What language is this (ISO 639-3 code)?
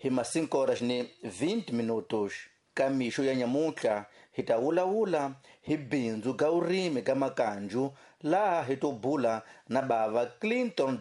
tso